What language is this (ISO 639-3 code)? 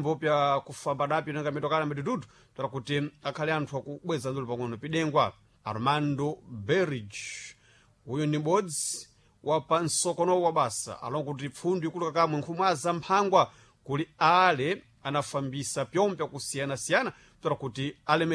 seh